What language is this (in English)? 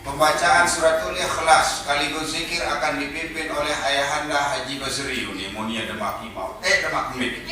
Sasak